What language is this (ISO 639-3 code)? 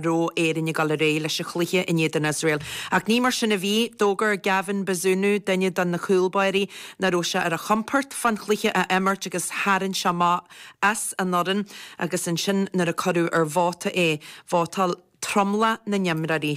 gle